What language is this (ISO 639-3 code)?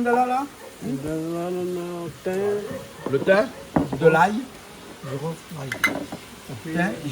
rcf